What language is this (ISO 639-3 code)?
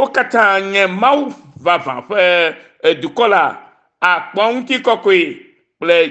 ewe